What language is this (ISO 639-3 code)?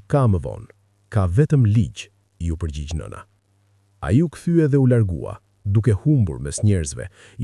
sqi